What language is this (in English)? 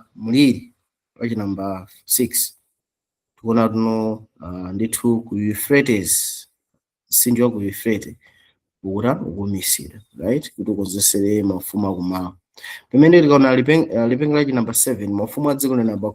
Nyanja